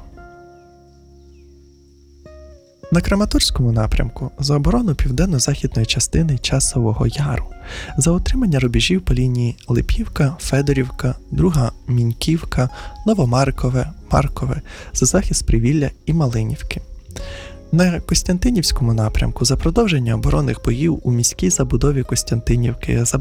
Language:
Ukrainian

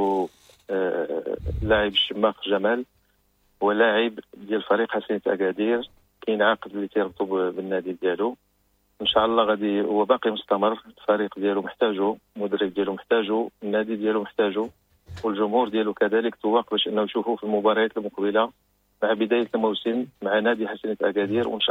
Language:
Moroccan Arabic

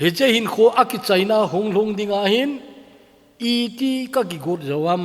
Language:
Thado Chin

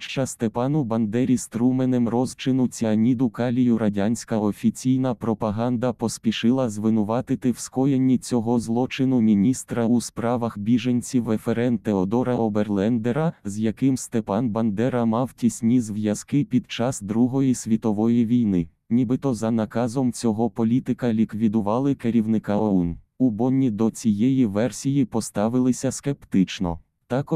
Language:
Ukrainian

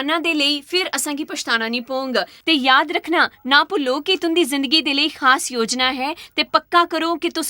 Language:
Dogri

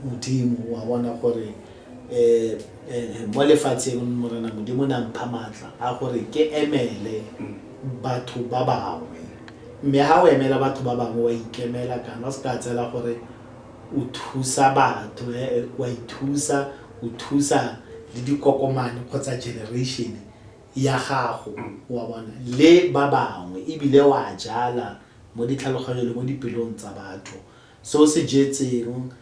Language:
Tswana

